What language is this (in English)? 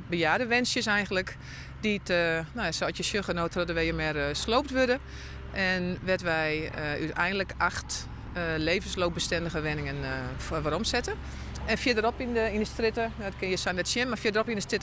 Western Frisian